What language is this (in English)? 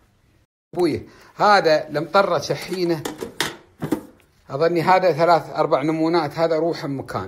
Gulf Arabic